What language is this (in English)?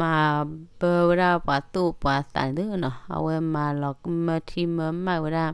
S'gaw Karen